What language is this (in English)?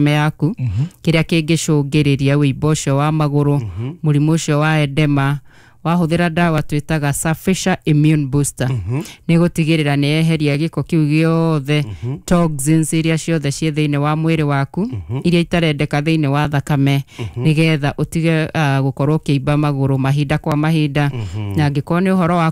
Kikuyu